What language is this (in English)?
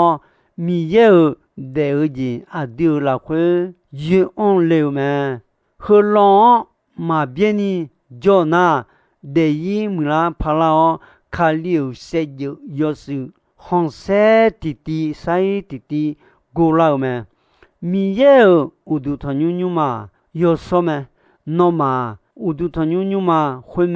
Akha